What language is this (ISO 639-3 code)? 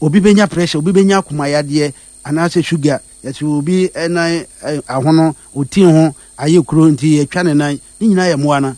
aka